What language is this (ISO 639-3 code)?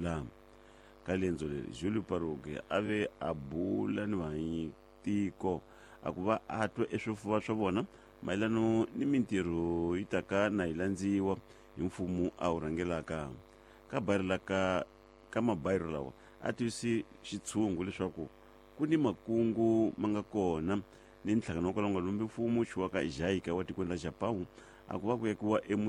tso